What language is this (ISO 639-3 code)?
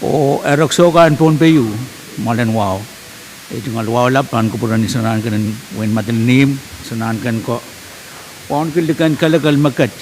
pon